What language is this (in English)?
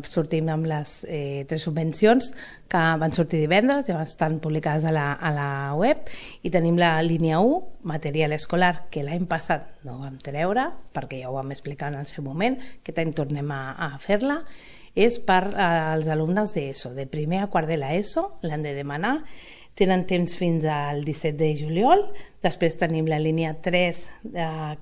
Catalan